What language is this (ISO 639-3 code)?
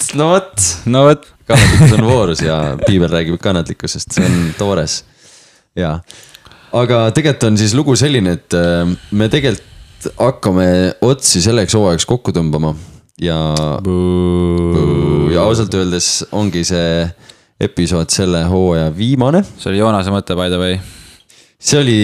est